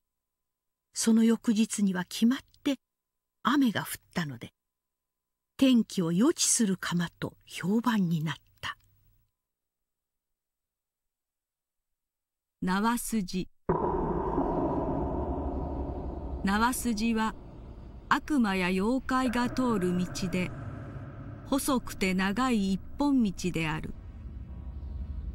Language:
Japanese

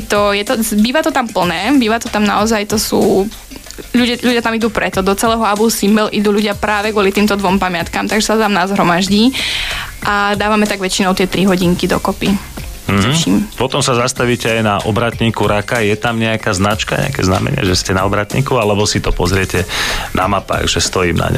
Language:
Slovak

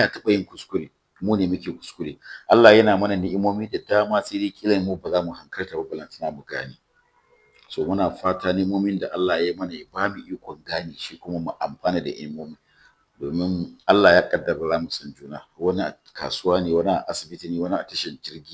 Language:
Hausa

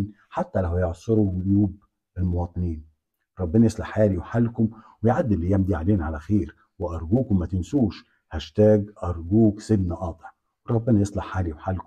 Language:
Egyptian Arabic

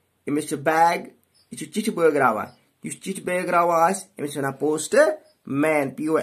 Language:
Kashmiri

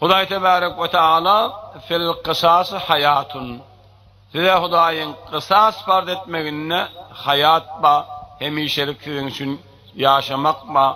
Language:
Turkmen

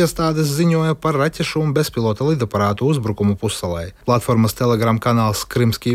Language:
Latvian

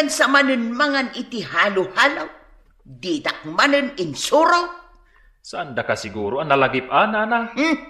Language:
Iloko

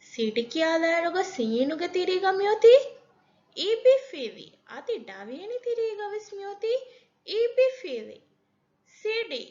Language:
Divehi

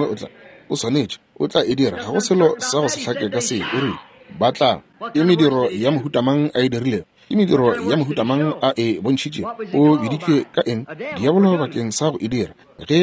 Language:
Northern Sotho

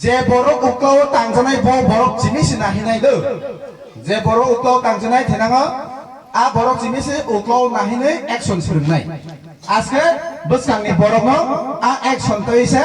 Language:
Kok Borok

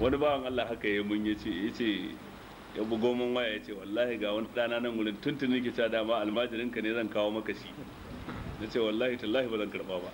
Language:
Hausa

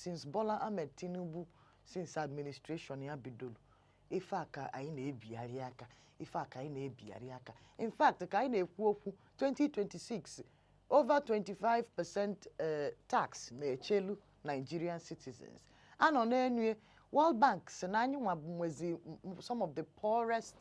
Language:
Igbo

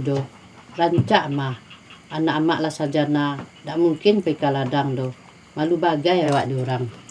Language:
Minangkabau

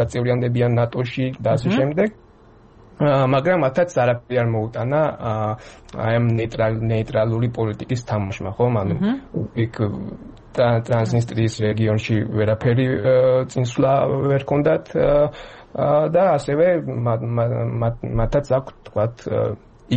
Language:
Georgian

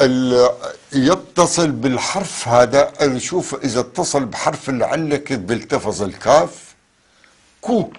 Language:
North Levantine Arabic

